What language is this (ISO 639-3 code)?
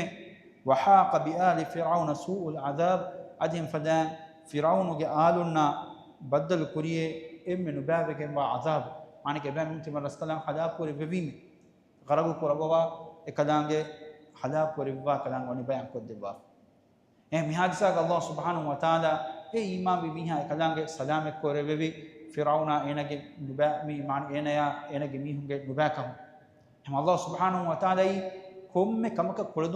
div